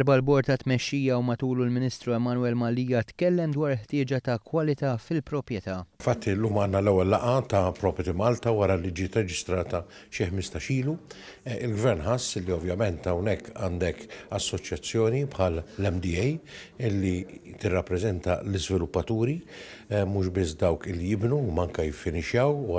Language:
Maltese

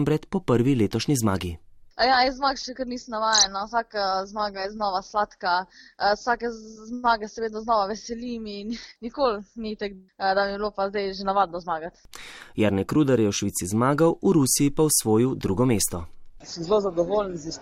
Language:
Slovenian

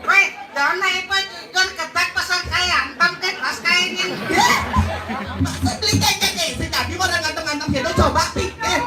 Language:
Balinese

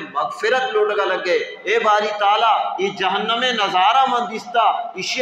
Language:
Baluchi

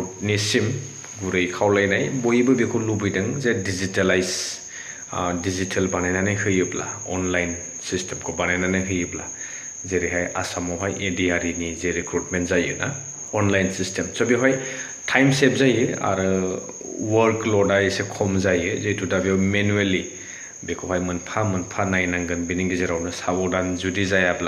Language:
Bodo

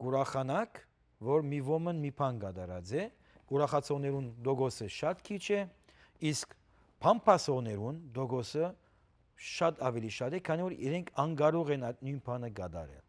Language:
Western Armenian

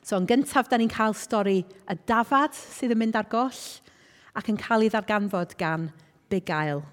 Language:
Welsh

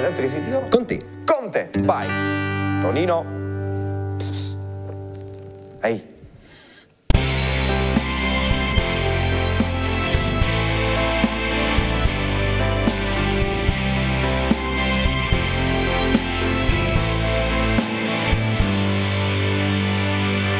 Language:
Italian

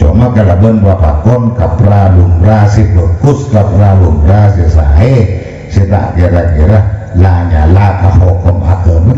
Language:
Madurese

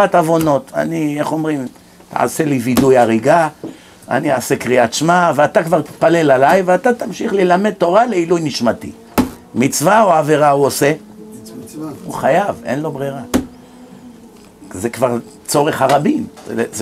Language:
Hebrew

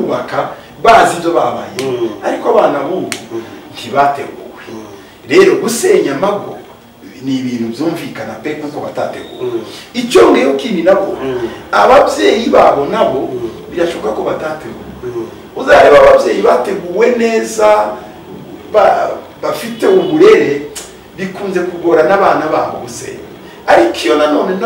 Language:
Kinyarwanda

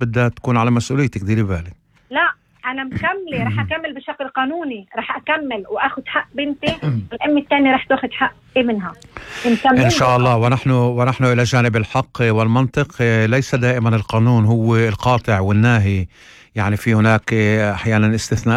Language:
North Levantine Arabic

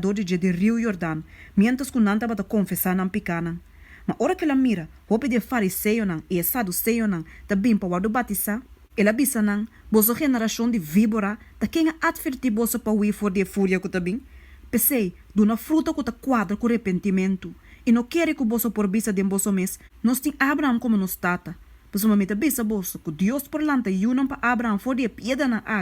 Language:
Papiamento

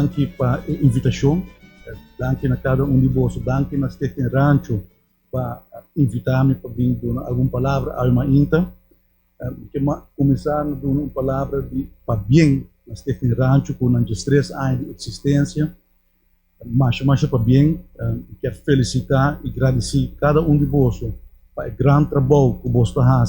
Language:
Papiamento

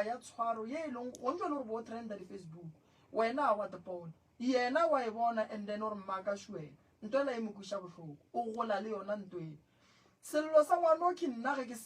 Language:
Northern Sotho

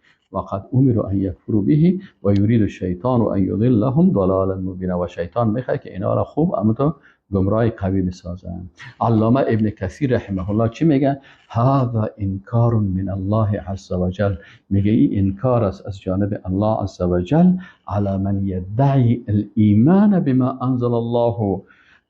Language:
Persian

